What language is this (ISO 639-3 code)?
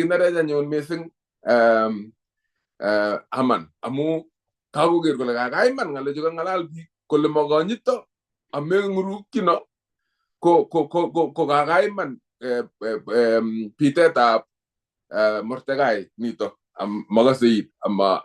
kln